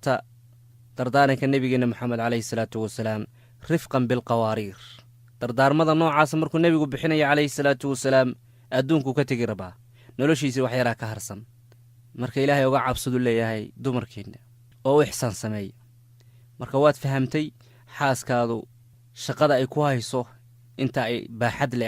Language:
Somali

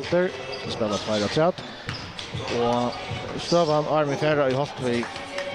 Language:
Faroese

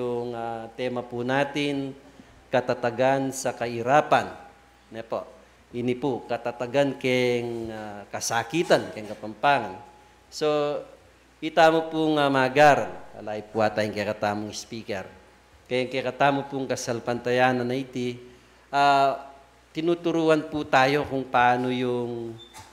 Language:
Pampanga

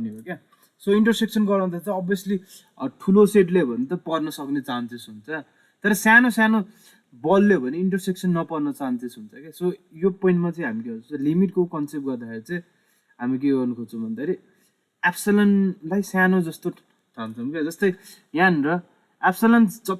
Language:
Nepali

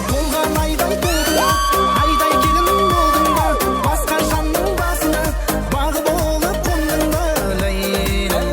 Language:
Kara-Kalpak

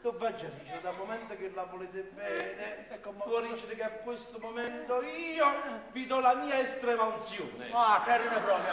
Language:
Neapolitan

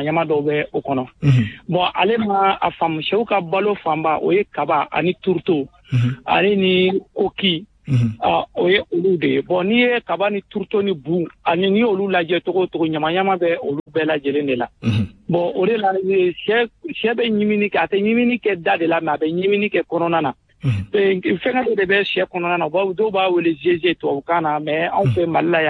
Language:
Bambara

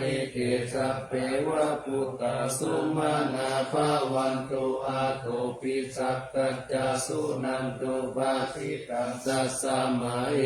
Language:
Pali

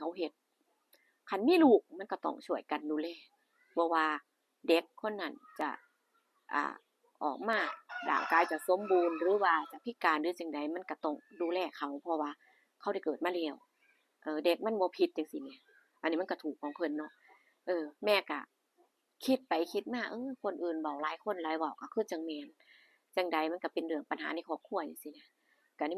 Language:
Northeastern Thai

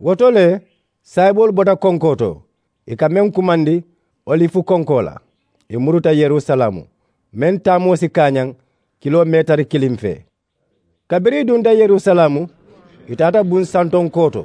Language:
Mandingo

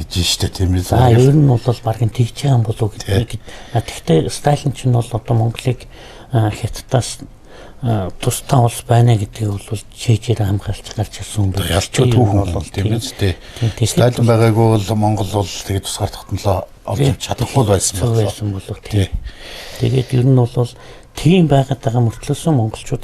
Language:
Mongolian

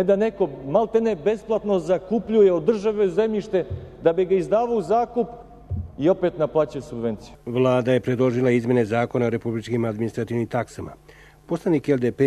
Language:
Serbian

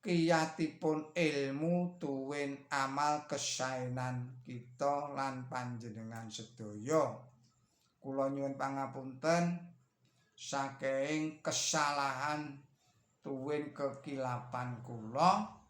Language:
Javanese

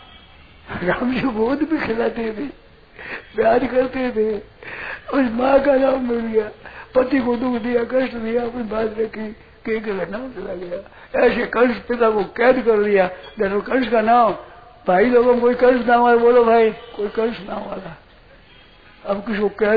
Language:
Hindi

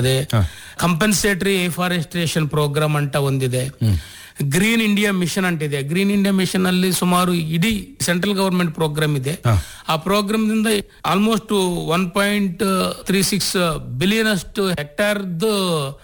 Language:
Kannada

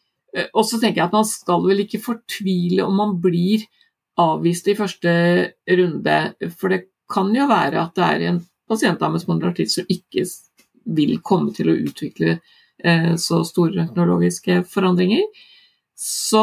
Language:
Norwegian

